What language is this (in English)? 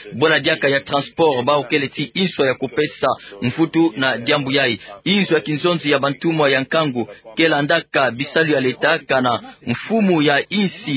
Kituba (Democratic Republic of Congo)